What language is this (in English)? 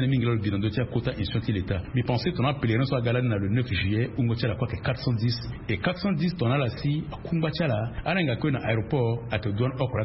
Sango